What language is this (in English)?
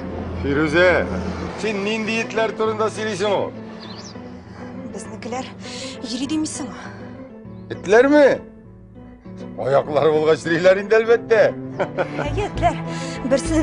Tatar